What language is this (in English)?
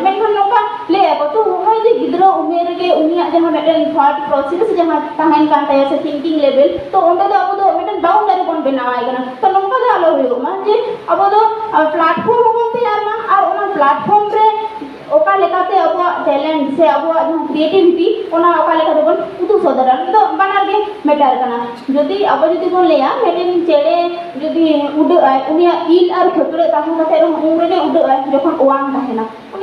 Santali